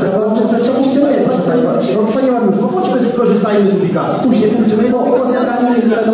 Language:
Polish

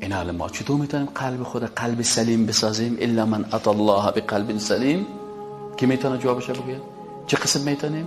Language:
Persian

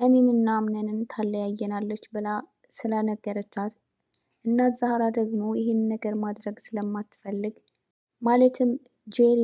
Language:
Amharic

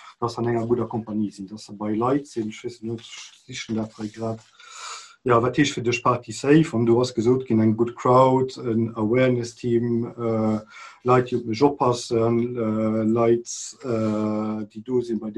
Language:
Luxembourgish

